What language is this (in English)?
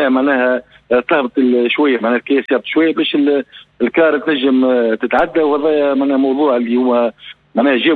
Tunisian Arabic